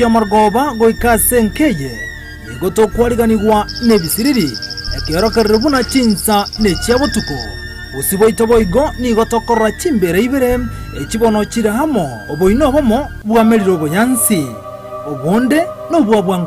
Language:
Gusii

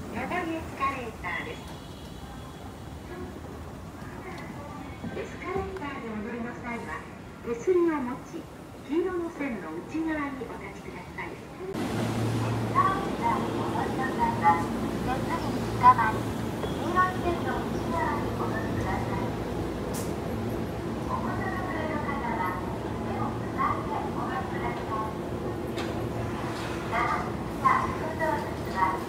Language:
Japanese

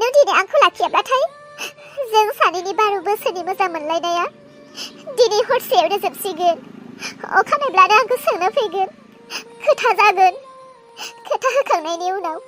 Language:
Bodo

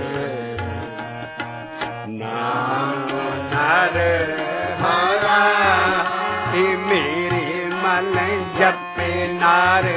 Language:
Punjabi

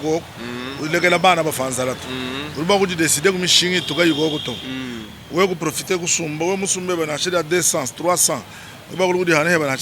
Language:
Luba-Lulua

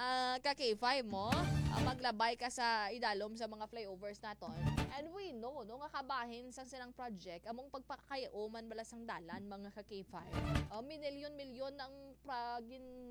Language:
Hiligaynon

